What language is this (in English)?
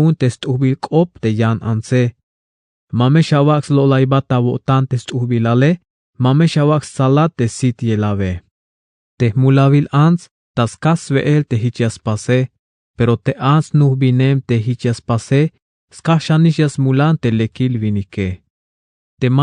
Tzeltal